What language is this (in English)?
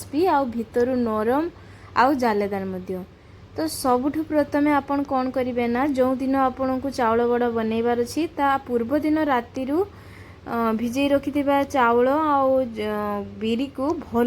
Odia